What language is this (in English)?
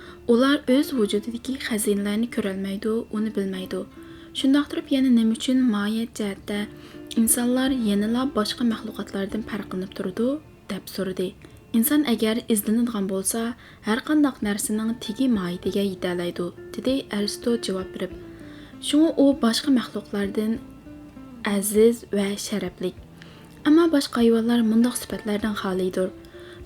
Uyghur